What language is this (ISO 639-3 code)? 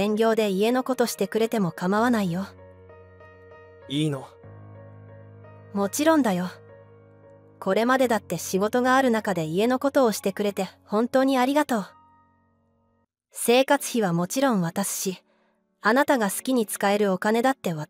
jpn